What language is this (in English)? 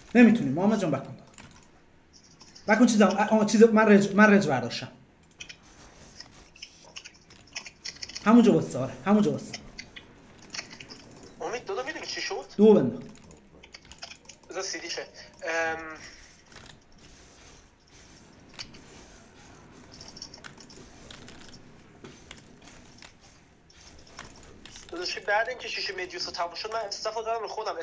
Persian